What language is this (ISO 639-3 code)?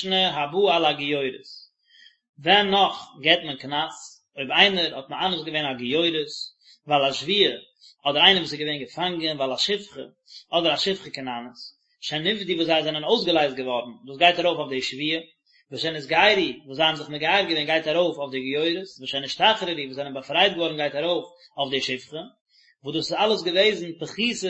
yid